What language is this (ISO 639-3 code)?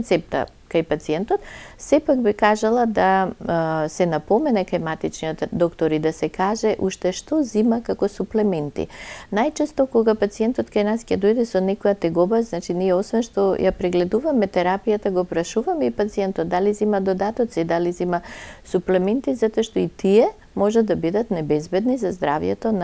mkd